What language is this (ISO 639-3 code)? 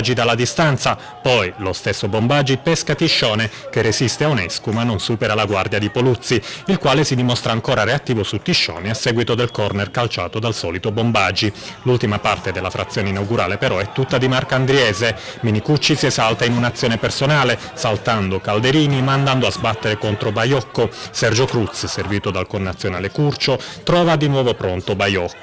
ita